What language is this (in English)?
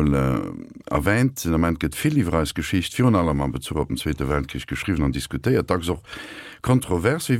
Luxembourgish